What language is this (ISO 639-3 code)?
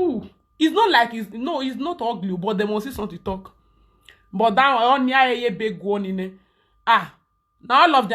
pcm